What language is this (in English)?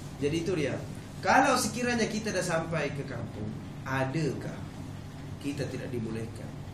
Malay